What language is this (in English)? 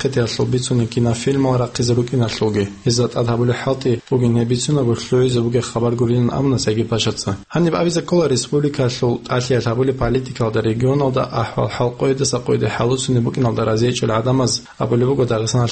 Avaric